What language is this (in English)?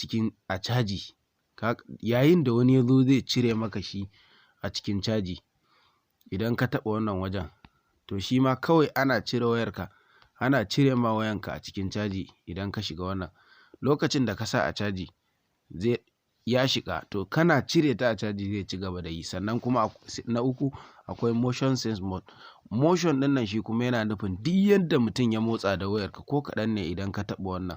Hausa